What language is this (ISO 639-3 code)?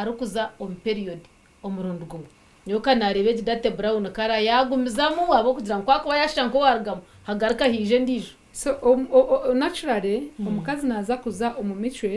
nyn